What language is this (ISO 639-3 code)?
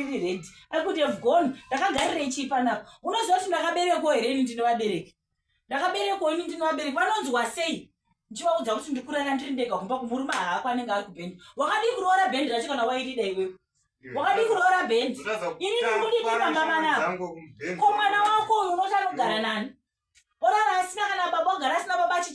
sna